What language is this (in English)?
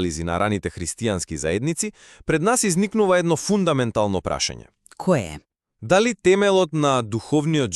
Macedonian